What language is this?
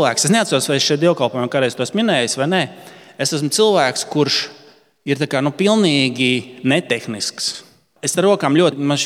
Latvian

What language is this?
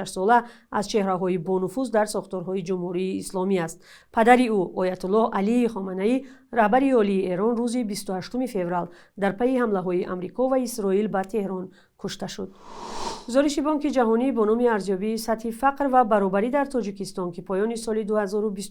Tajik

